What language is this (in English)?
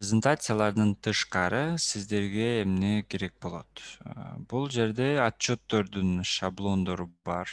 Kyrgyz